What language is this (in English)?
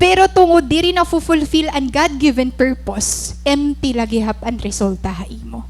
Waray